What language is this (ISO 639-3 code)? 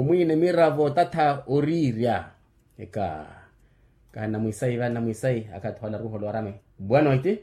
vmw